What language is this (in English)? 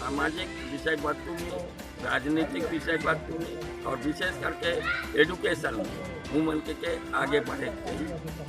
Sadri